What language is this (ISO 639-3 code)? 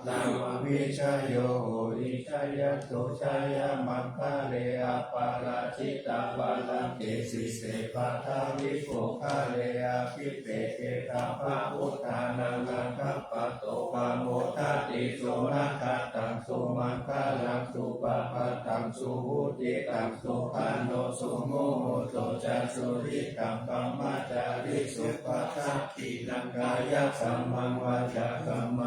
pli